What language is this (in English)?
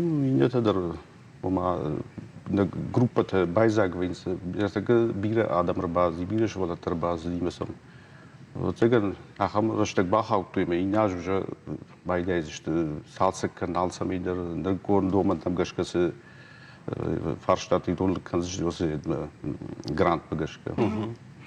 Ossetic